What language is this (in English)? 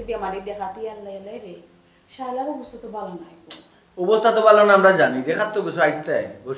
Sylheti